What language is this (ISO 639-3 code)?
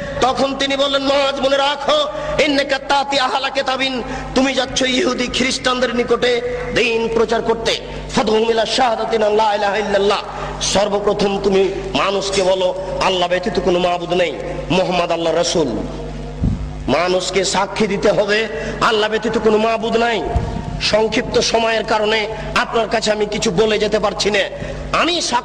ben